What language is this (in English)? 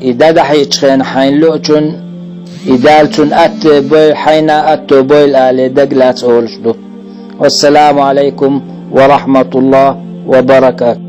Chechen